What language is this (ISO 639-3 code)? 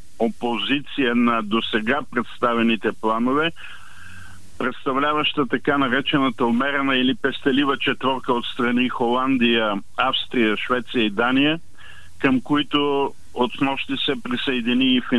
bul